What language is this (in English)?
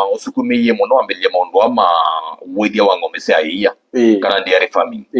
Kamba